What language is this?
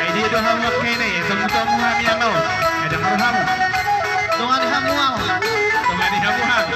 Batak Toba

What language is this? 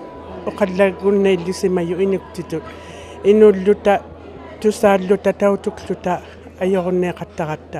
Inuktitut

